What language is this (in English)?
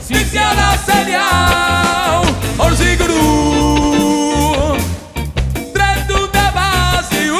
Sardinian